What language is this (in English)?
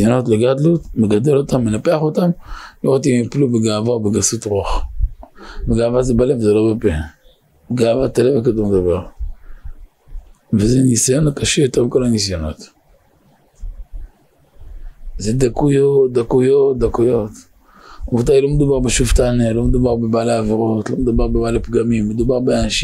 Hebrew